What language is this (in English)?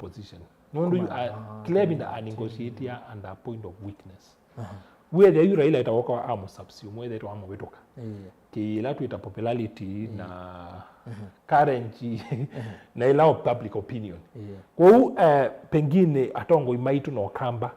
Kamba